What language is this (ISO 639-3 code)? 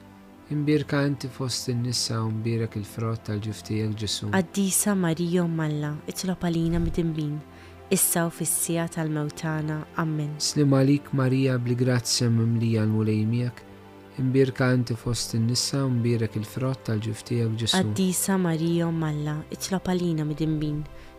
mlt